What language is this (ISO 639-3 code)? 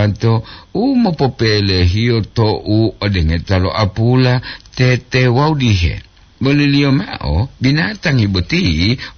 gor